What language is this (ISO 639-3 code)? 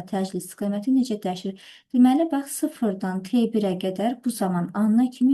aze